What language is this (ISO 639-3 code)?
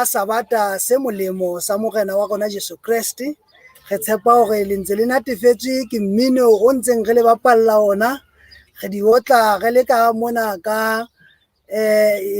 sot